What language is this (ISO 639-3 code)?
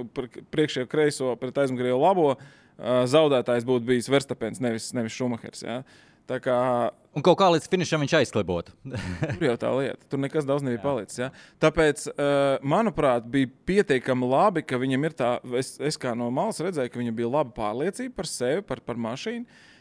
lav